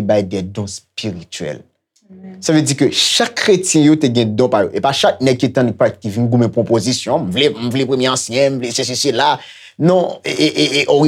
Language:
Haitian Creole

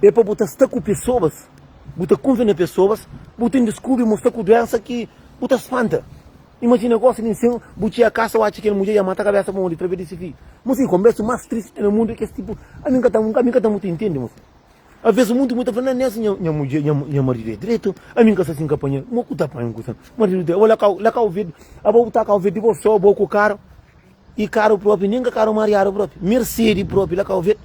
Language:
Kabuverdianu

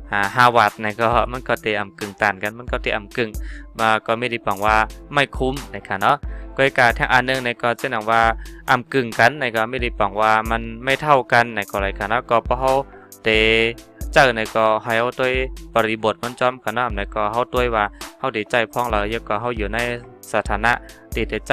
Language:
Shan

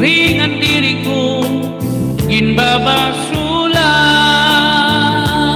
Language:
Waray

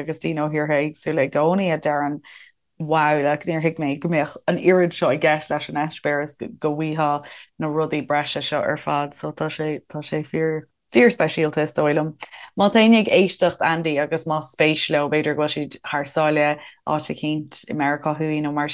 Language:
Irish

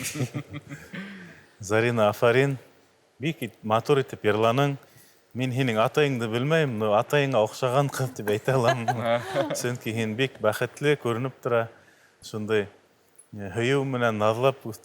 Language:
Bashkir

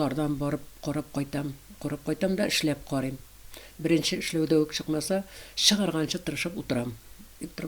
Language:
Tatar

